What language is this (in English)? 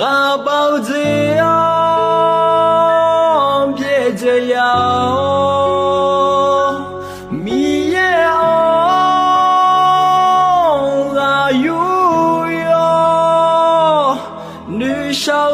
Akha